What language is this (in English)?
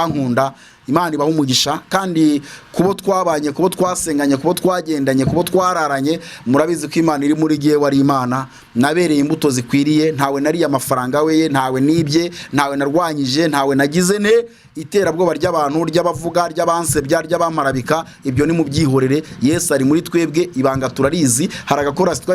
Kinyarwanda